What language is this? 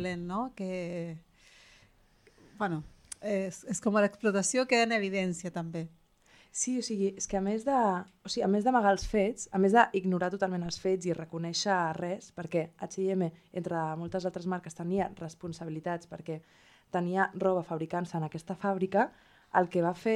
Catalan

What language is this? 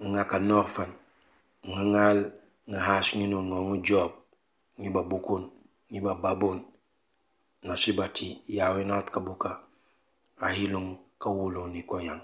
Mankanya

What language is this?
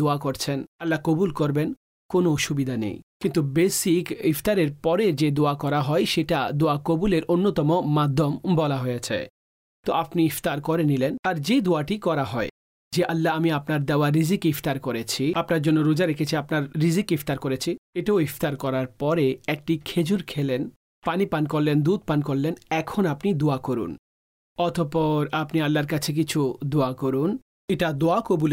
Bangla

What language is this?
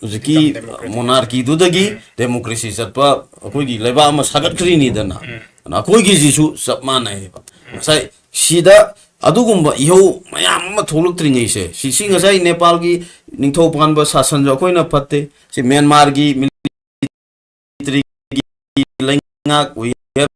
Manipuri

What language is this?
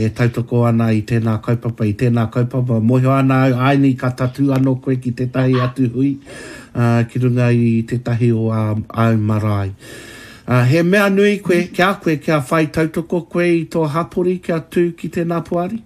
Māori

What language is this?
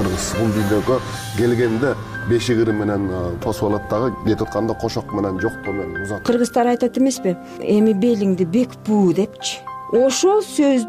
Kyrgyz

